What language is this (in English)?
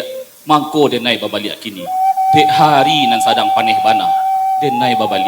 Minangkabau